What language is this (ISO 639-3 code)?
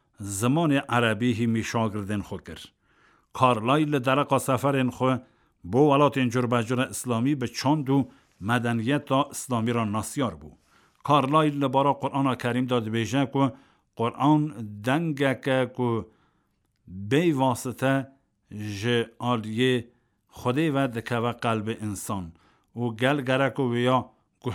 kur